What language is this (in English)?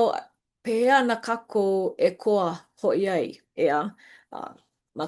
Hawaiian